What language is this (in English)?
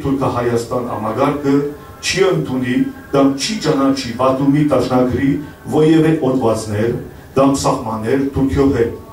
Western Armenian